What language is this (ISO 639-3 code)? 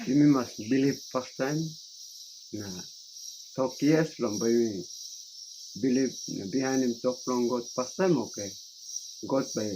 tpi